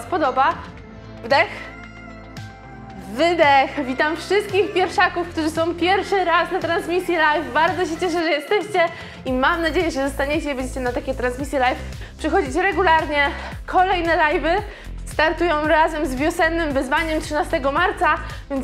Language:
Polish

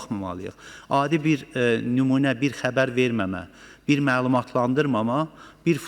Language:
Azerbaijani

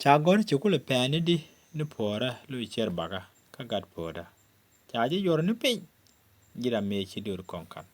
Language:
Nuer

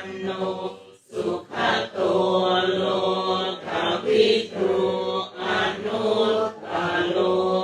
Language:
Pali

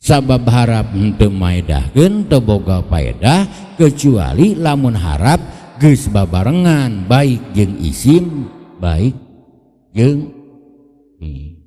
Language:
Sundanese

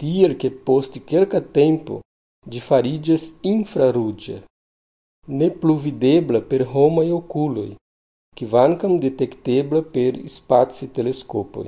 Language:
Esperanto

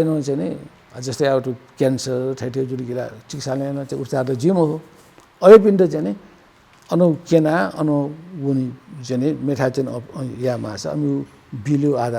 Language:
Newari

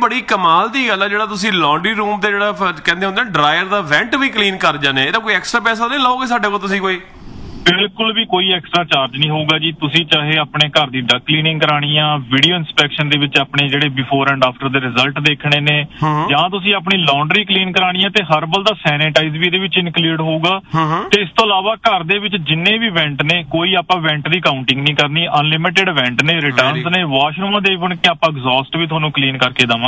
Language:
Punjabi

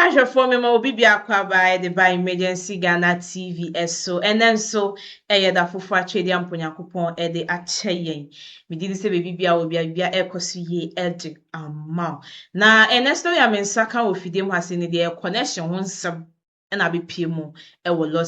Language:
Akan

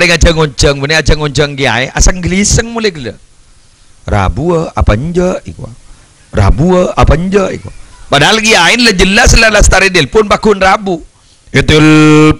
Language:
Madurese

